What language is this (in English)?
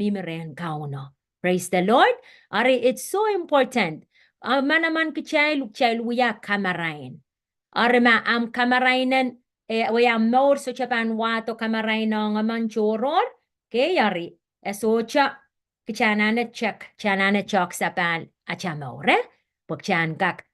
Pohnpeian